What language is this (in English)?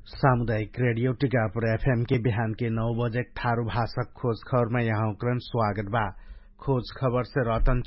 Dangaura Tharu